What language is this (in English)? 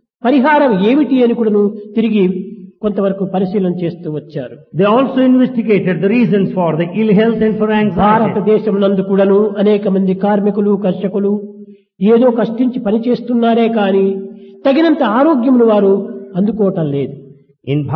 Telugu